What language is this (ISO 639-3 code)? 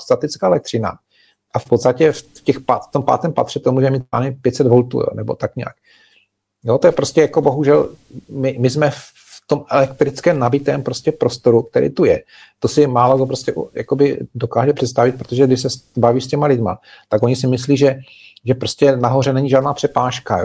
ces